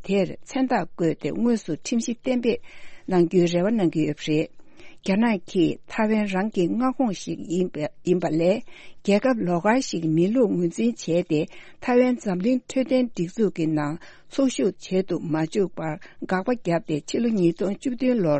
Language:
Tibetan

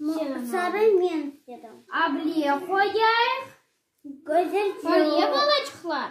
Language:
Crimean Tatar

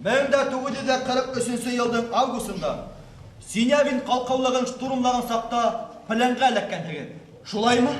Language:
Bashkir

